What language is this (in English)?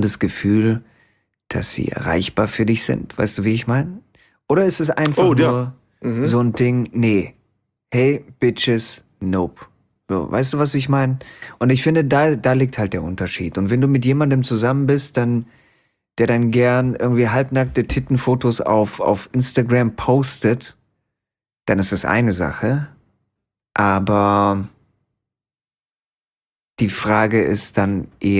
German